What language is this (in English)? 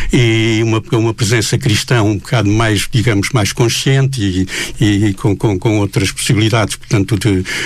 Portuguese